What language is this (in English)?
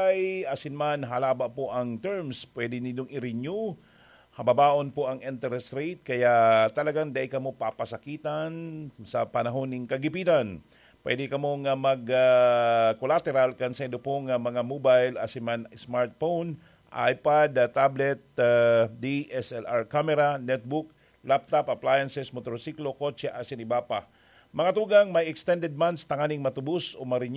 Bikol